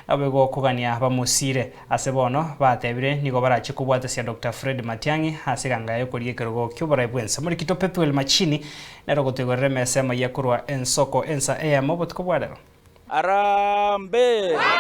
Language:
Gusii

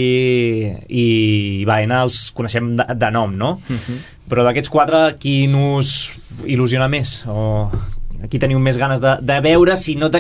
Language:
Catalan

